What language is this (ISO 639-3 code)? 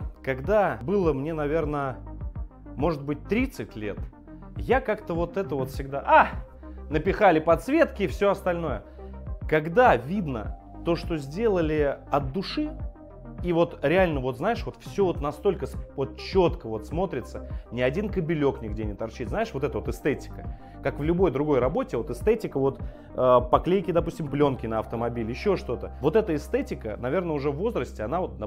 rus